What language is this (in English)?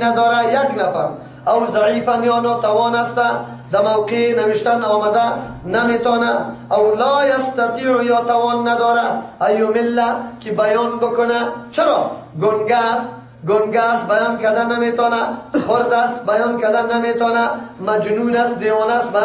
Persian